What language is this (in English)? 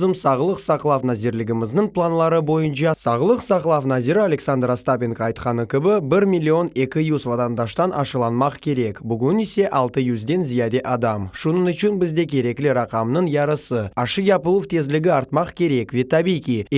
Crimean Tatar